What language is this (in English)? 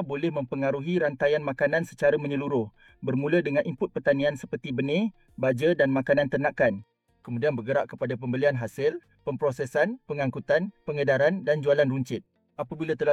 Malay